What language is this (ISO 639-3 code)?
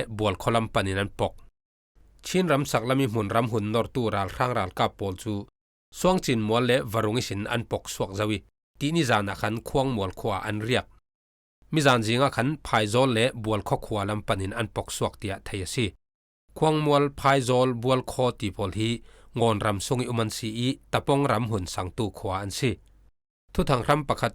cfm